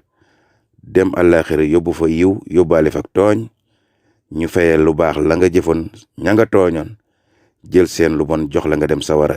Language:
Wolof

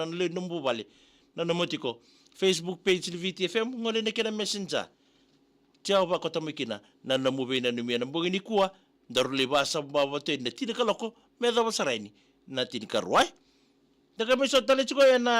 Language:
Fijian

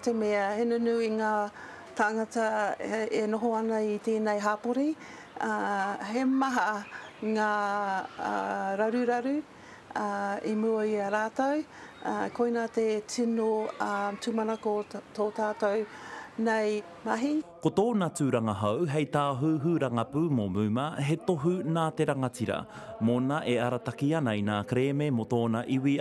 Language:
Māori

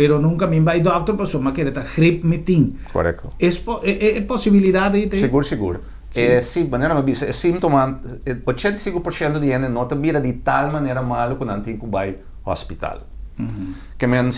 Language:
Papiamento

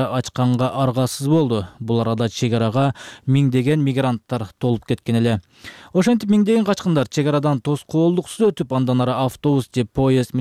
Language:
Kyrgyz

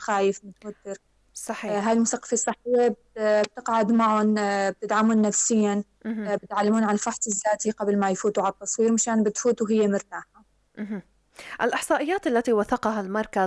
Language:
North Levantine Arabic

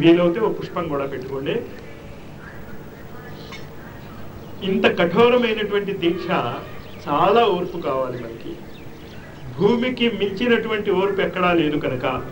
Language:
Telugu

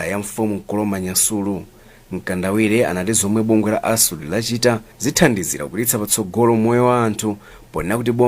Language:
Nyanja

